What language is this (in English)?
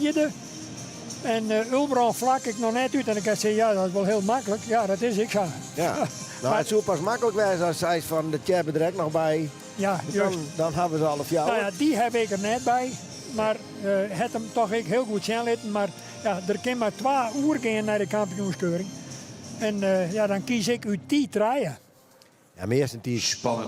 Western Frisian